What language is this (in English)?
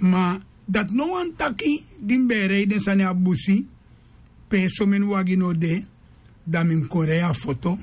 Sranan Tongo